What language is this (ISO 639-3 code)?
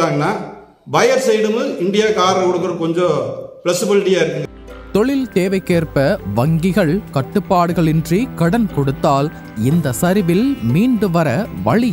tam